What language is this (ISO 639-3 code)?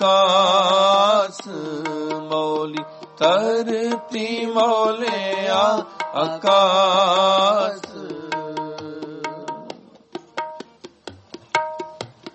pan